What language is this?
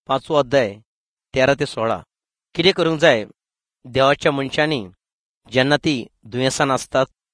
Konkani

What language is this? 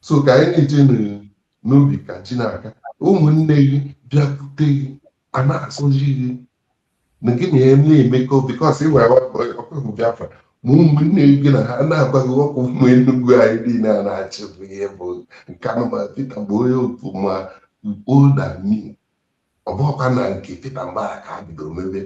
Igbo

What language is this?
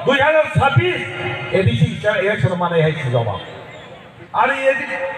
Kok Borok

